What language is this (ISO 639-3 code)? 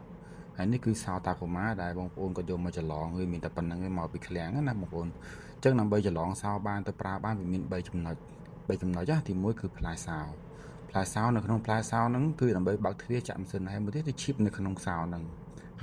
khm